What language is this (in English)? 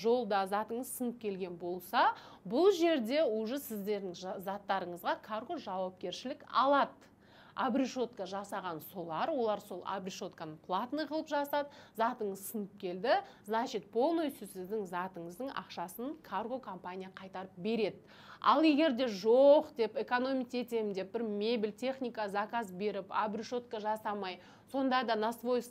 Kazakh